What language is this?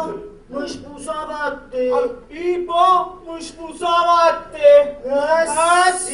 Neapolitan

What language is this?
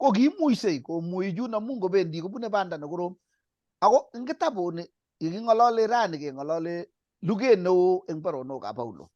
Kalenjin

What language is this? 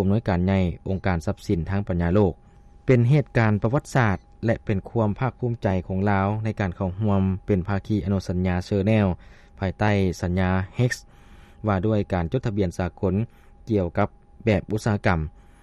Lao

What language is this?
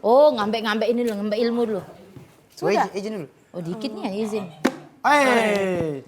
Musi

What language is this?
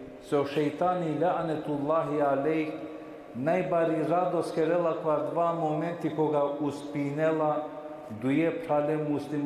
Balkan Romani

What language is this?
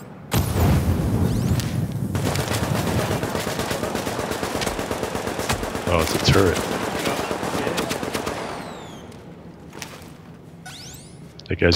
English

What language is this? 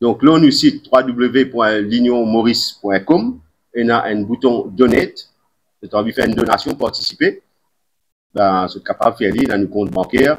Morisyen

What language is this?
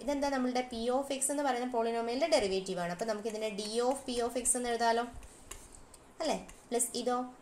Malayalam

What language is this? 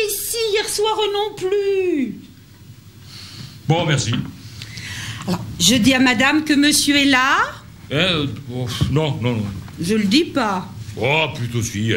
French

